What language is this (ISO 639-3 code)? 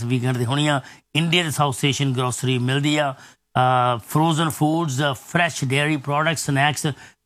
pan